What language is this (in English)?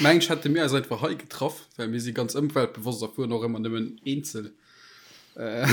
Luxembourgish